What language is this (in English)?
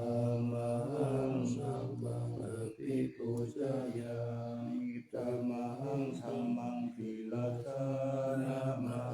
Pali